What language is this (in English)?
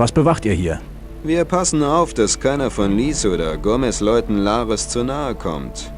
Bavarian